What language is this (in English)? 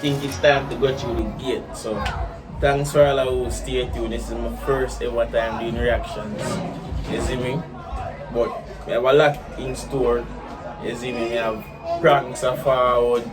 Jamaican Creole English